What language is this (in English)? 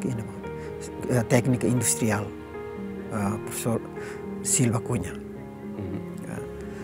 Tetum